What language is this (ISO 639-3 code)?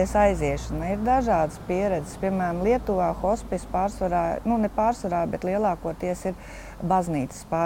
lav